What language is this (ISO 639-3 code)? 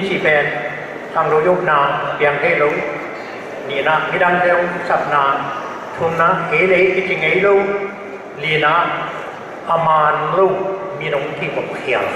ctd